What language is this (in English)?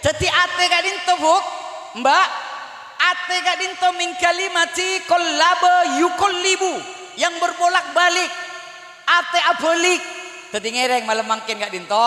Madurese